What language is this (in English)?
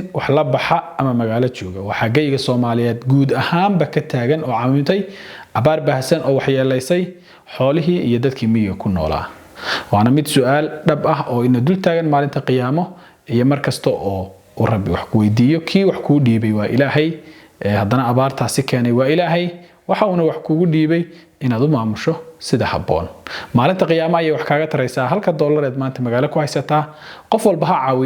Somali